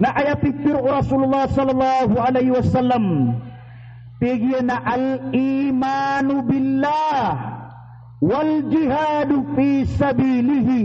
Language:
Maranao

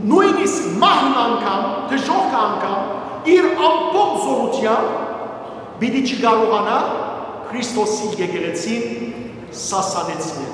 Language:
Western Armenian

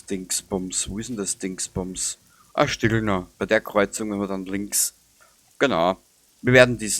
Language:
Bavarian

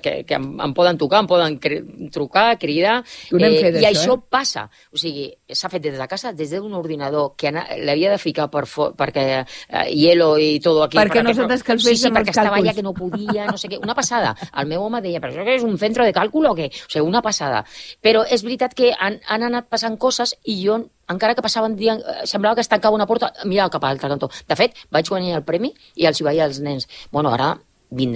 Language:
Catalan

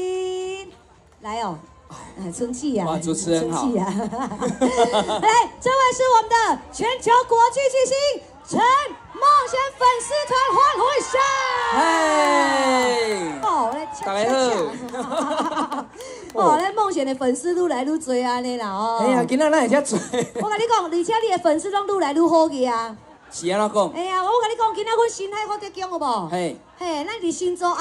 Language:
Min Nan Chinese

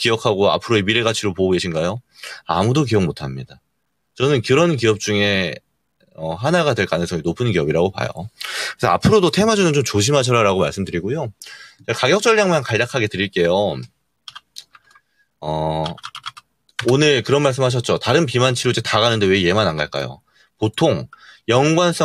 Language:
Korean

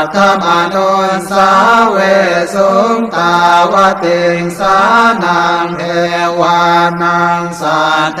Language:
Pali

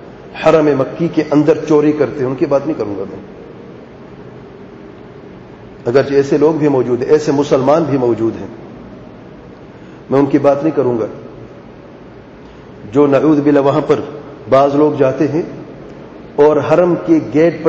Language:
Urdu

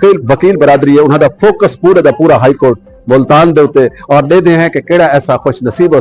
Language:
Saraiki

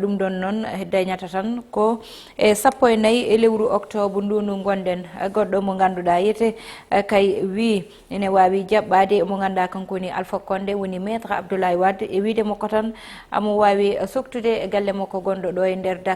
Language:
Fula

